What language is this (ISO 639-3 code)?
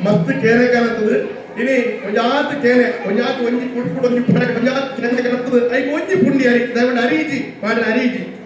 tcy